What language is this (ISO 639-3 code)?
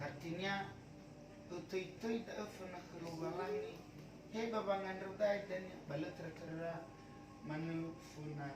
nia